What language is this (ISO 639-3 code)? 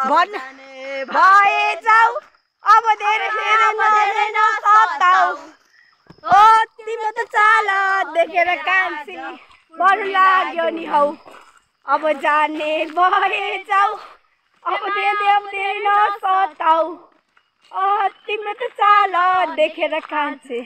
nep